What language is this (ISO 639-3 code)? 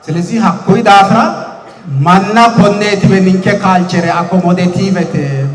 sid